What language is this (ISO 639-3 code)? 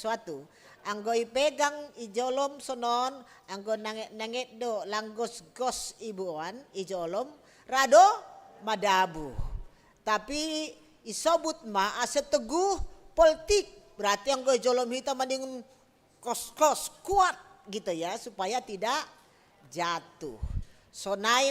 bts